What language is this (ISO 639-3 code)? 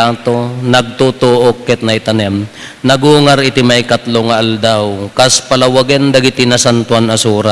ilo